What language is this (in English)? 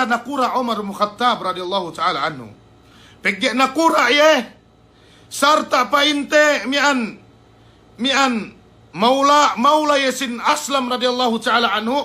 Yakan